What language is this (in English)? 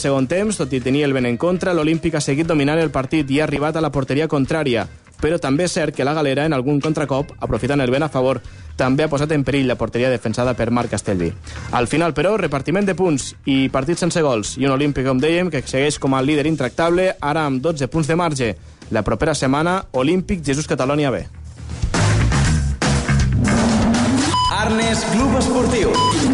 Catalan